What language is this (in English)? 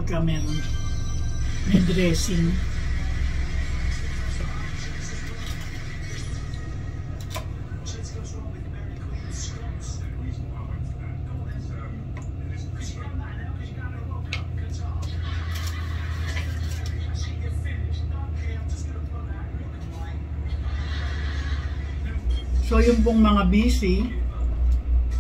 Filipino